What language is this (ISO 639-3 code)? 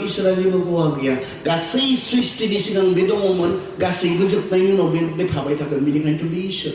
brx